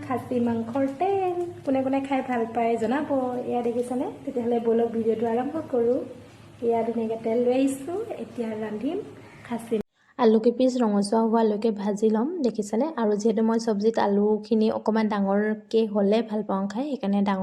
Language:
Assamese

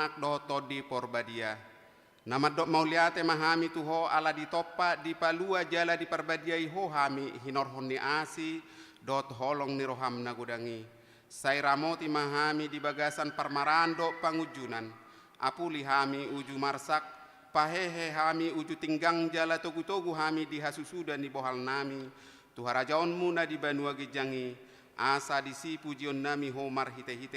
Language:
Batak Toba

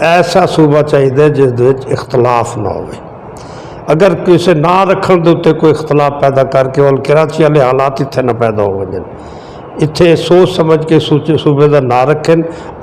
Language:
Western Panjabi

